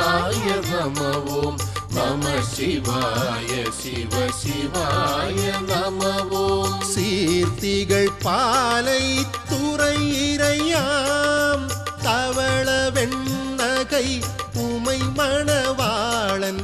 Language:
Tamil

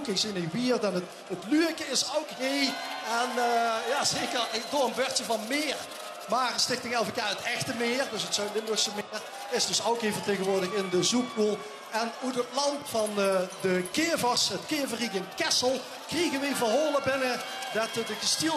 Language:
Limburgish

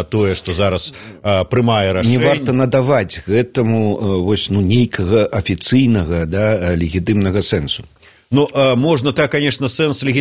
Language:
Belarusian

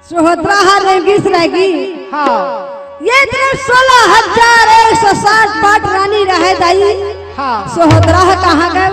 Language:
Chhattisgarhi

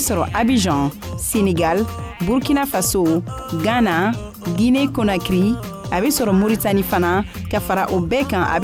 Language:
Bambara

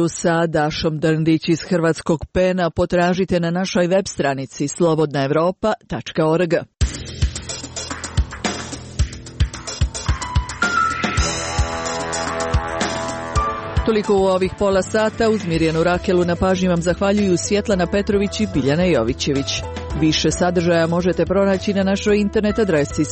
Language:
Croatian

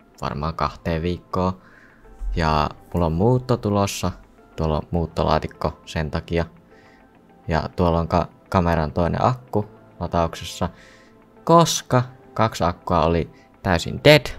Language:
Finnish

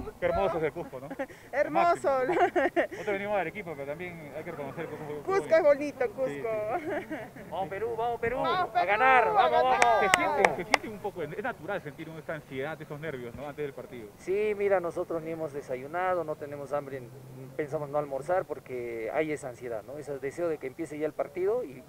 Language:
Spanish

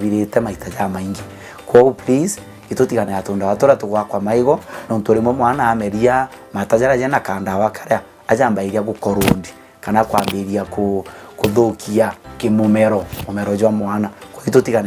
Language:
Meru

